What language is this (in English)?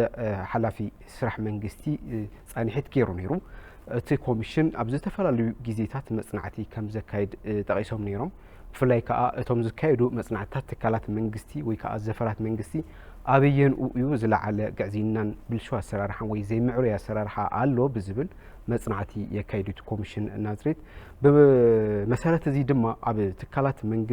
Tigrinya